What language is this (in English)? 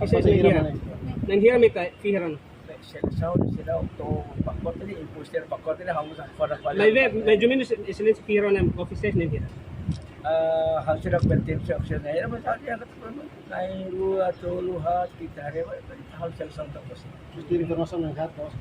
Tetum